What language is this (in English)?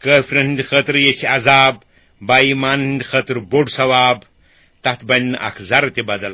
Kashmiri